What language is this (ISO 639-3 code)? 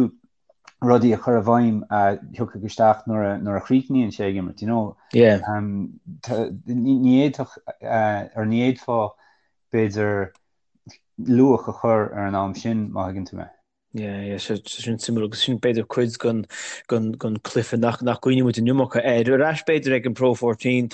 gle